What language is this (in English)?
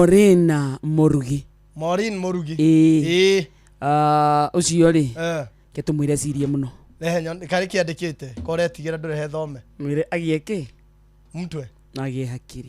Kikuyu